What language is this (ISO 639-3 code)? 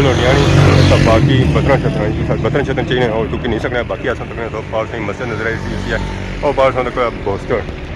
phr